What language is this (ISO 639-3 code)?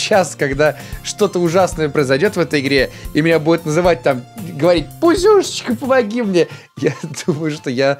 rus